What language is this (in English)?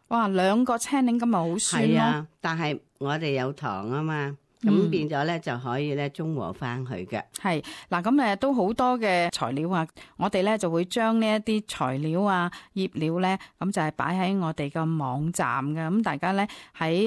Cantonese